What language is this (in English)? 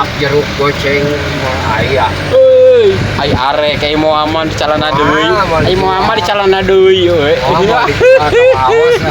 Sundanese